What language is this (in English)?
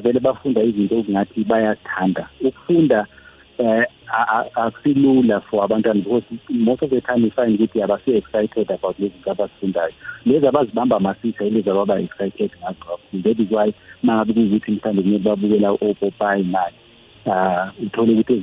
South Ndebele